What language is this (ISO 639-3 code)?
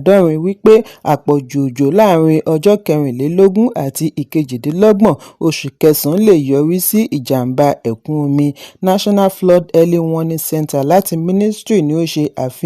yor